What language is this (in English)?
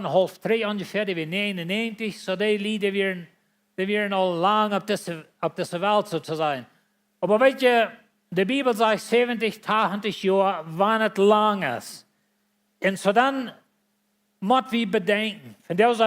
Plautdietsch